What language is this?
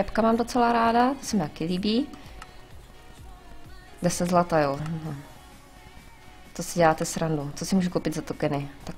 Czech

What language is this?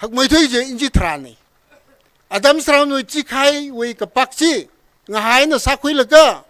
Tangkhul Naga (India)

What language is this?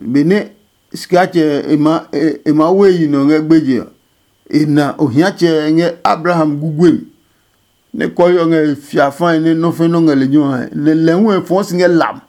Adangme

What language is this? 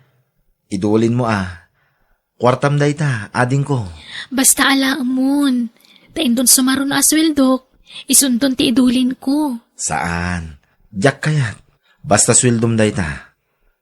Iloko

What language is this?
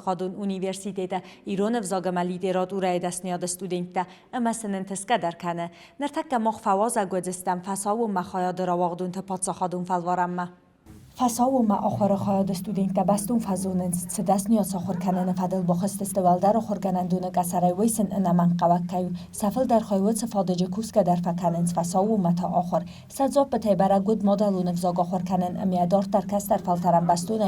Ossetic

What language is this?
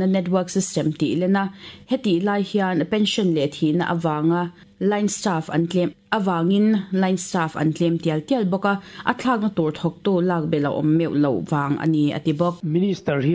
Mizo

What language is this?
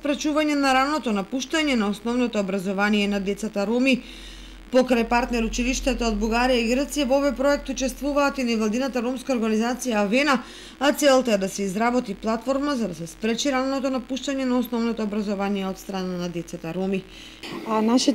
Macedonian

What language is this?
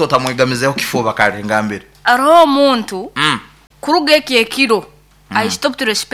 Nyankole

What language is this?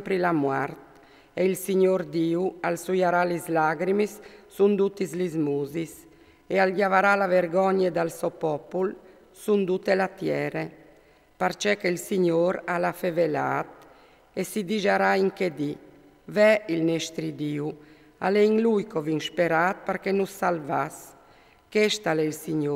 Friulian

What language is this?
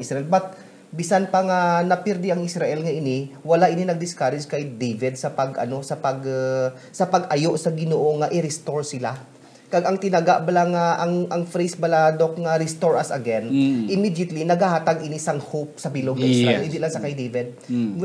Hiligaynon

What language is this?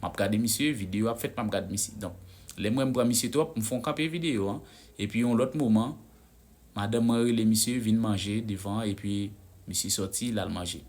Haitian Creole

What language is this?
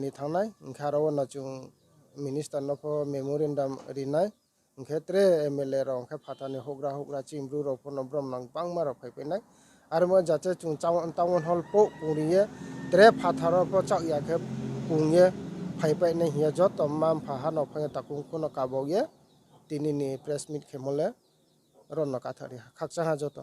Riang (India)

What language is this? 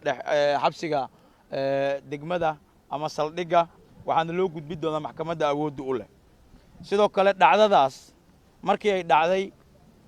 Somali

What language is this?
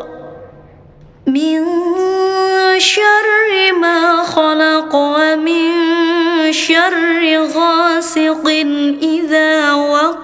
Arabic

